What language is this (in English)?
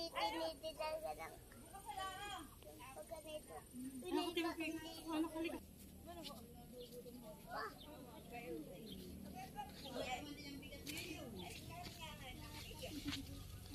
Filipino